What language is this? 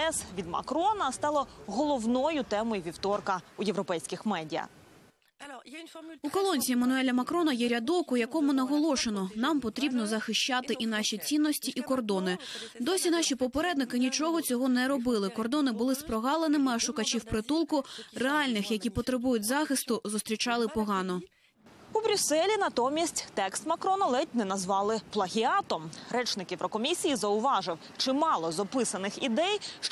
Ukrainian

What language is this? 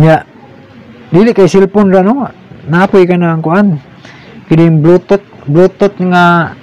Cebuano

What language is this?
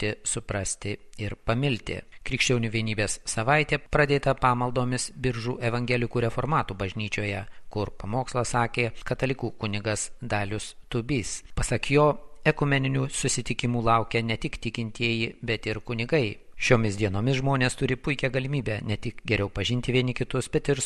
Lithuanian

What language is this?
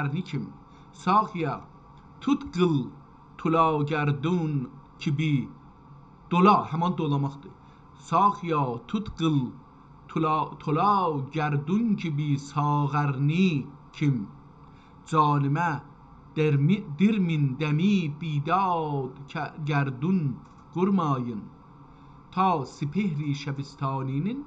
South Azerbaijani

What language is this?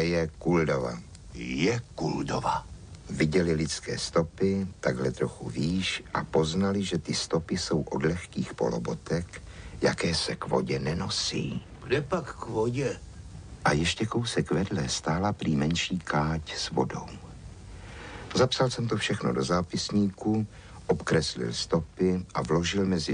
Czech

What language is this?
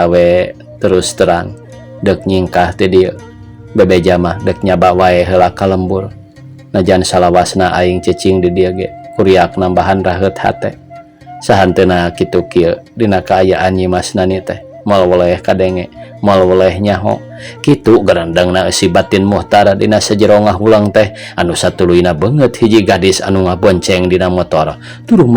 Sundanese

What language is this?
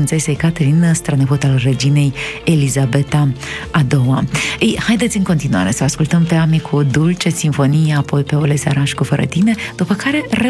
Romanian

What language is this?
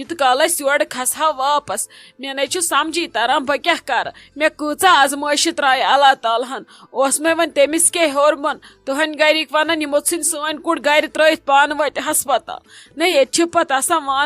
Kashmiri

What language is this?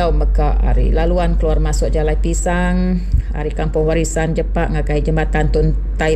Iban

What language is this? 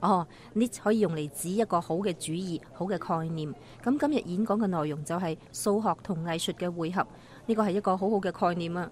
Cantonese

